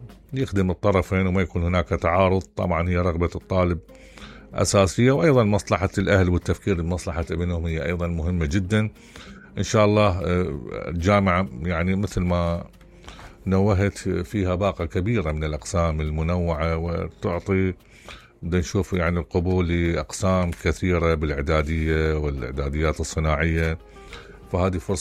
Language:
Mesopotamian Arabic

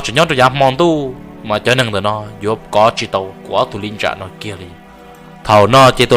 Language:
Hmong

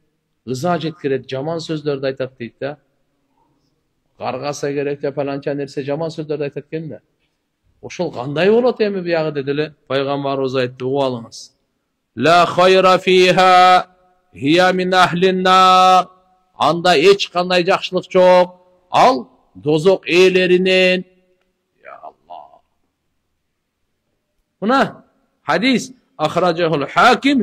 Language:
Kyrgyz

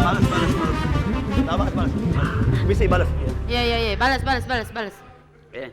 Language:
Musi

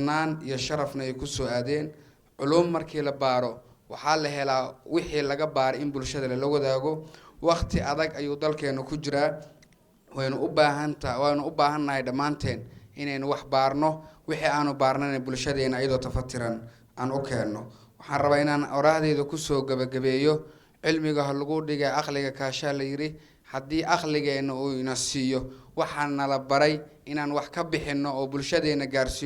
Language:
Somali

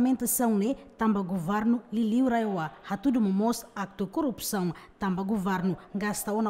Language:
Tetum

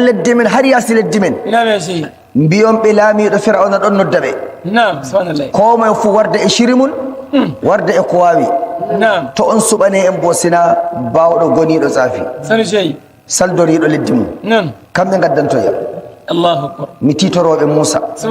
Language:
Nigerian Fulfulde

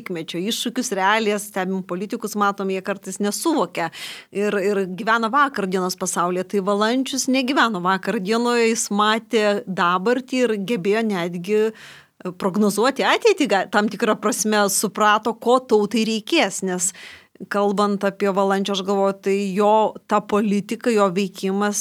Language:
Lithuanian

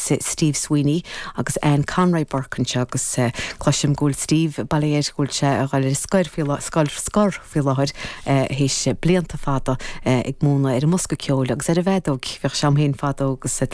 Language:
Irish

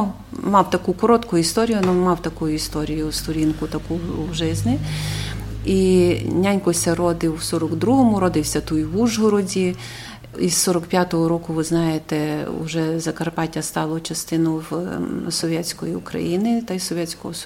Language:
Rusyn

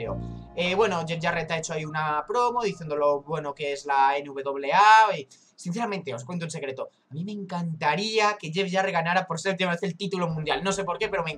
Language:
Spanish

